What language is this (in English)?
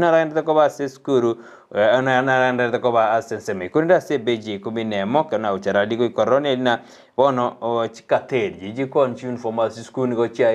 Gusii